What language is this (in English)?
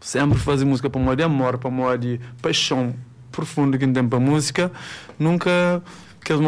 Kabuverdianu